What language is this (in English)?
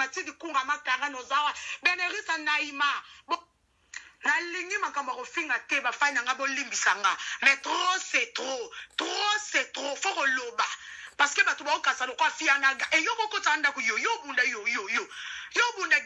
Lingala